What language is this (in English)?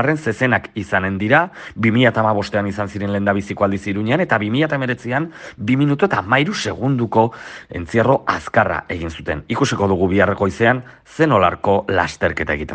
Basque